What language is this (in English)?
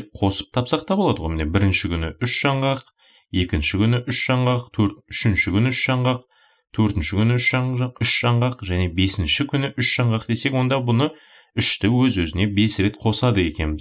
Kazakh